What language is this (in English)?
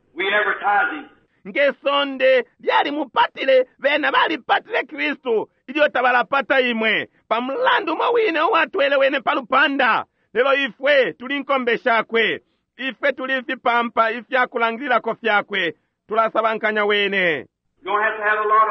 Bemba